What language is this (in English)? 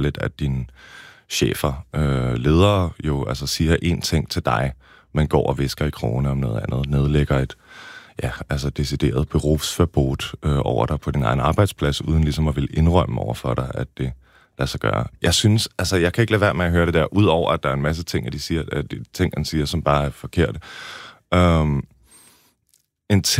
Danish